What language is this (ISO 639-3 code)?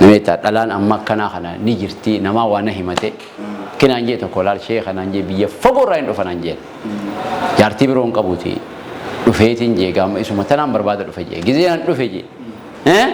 orm